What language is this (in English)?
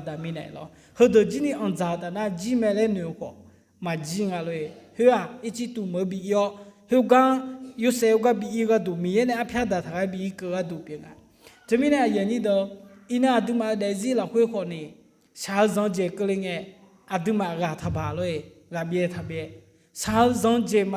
Akha